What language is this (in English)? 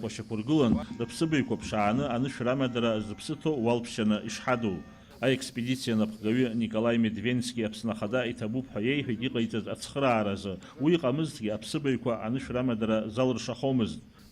Abkhazian